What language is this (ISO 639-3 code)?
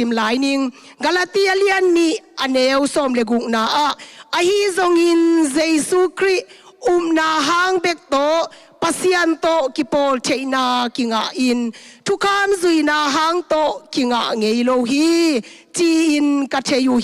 ctd